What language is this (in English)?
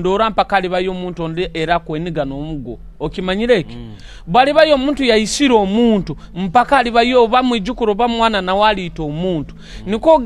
Nyoro